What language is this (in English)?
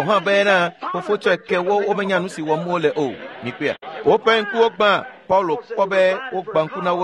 Ewe